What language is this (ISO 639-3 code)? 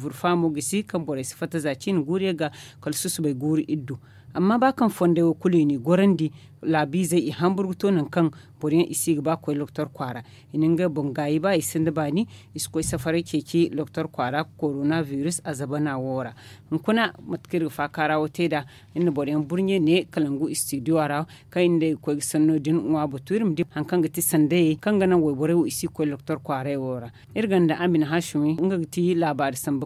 dje